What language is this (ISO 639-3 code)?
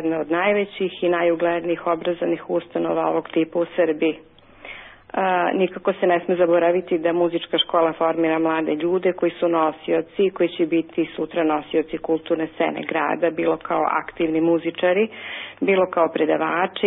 srp